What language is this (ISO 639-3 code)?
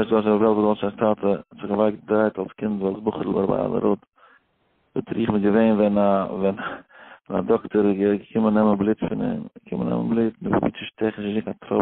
yid